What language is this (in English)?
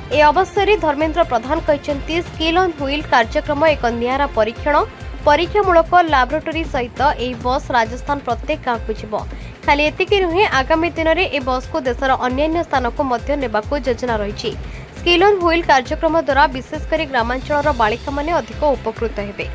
Odia